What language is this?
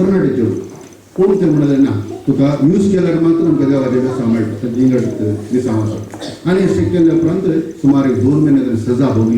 Konkani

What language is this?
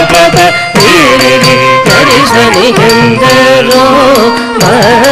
Telugu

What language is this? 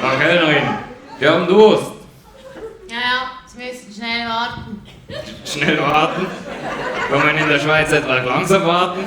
Swiss German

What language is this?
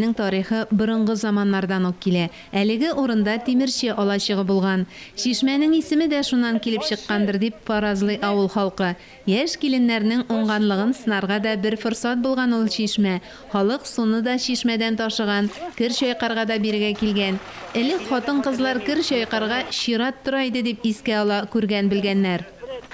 Tatar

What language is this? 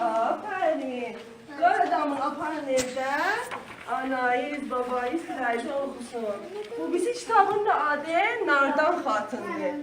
South Azerbaijani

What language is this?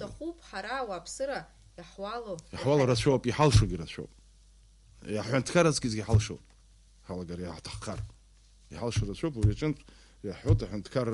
Abkhazian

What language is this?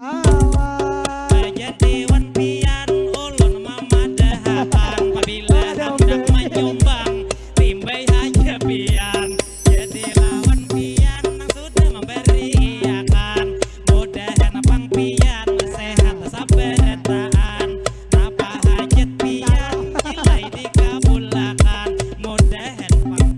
Banjar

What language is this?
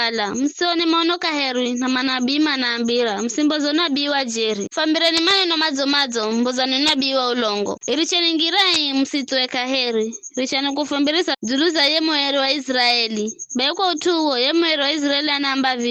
Giryama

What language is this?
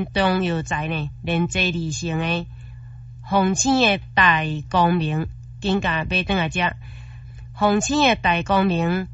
Min Nan Chinese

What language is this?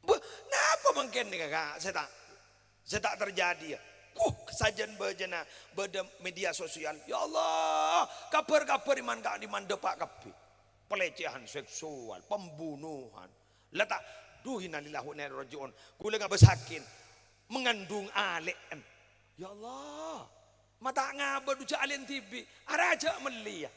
Madurese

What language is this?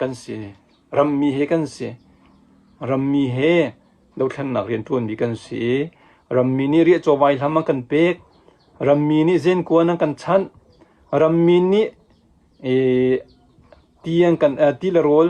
Hakha Chin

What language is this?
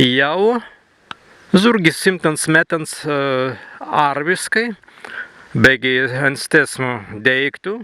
Prussian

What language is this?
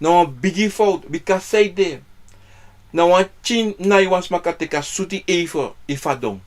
Sranan Tongo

